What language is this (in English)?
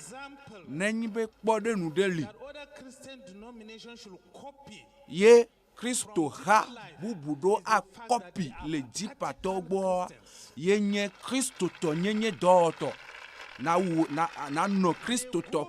Ewe